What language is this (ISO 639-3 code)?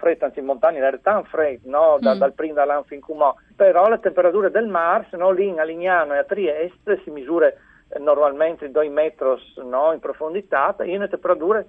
fur